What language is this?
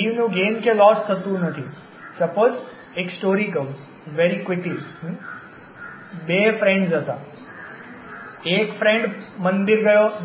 Gujarati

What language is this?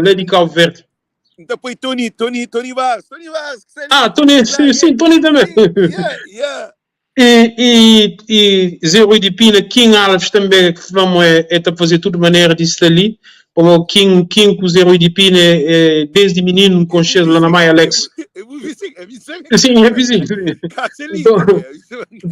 Kabuverdianu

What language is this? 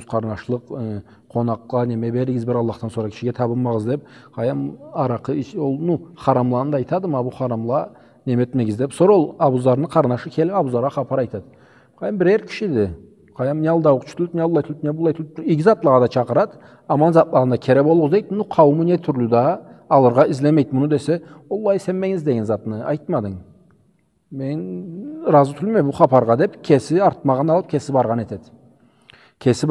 Karachay-Balkar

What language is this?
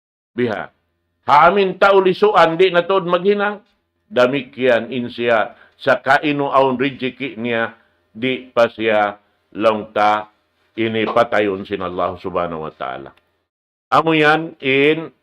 Tausug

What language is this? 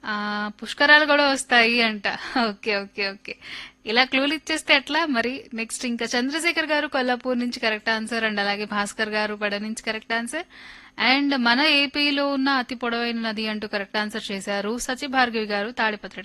Telugu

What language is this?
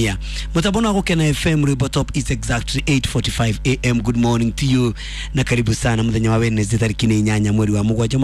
Kikuyu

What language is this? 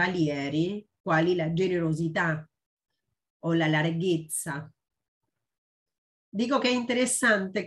Italian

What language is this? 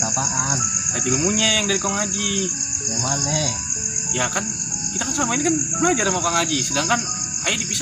Betawi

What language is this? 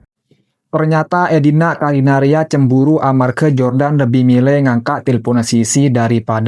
Madurese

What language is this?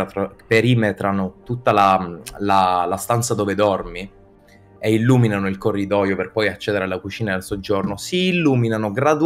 Italian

